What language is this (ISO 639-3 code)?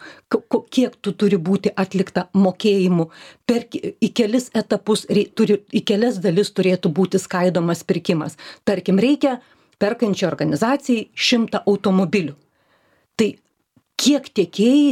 lit